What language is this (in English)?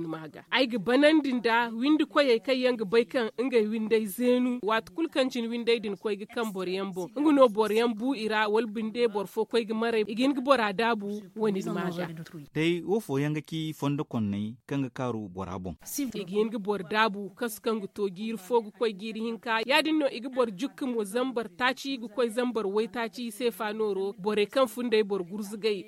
Zarma